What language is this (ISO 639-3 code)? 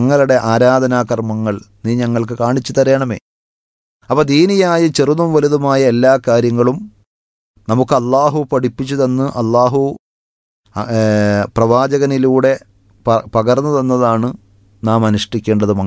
mal